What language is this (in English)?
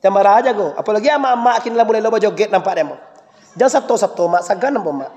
Minangkabau